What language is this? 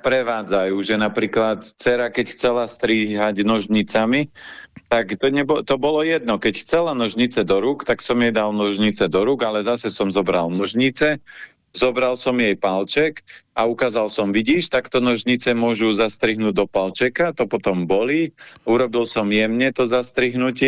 Slovak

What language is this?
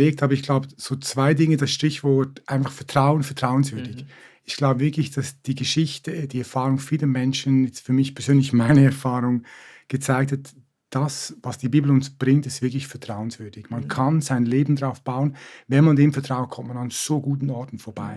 Swiss German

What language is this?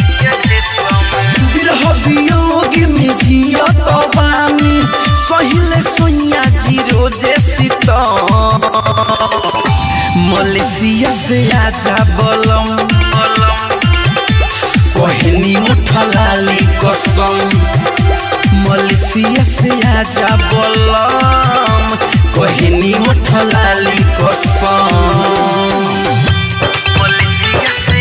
Bhojpuri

